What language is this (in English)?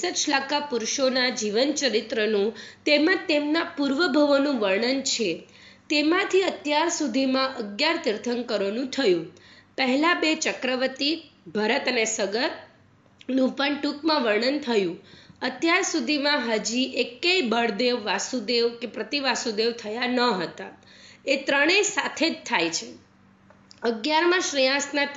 Gujarati